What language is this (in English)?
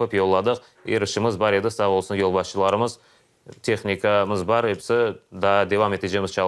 Crimean Tatar